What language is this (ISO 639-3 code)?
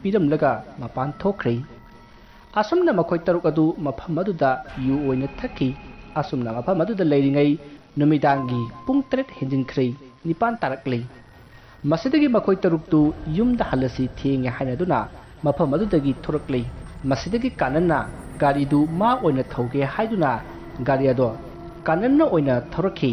mni